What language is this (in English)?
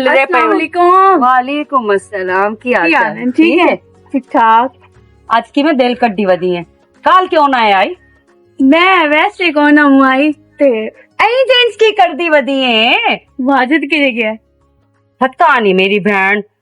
Western Panjabi